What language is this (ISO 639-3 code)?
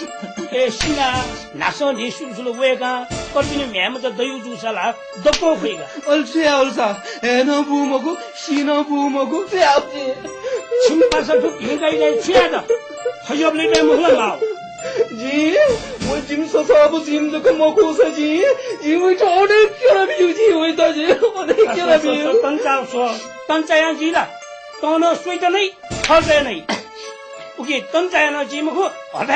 new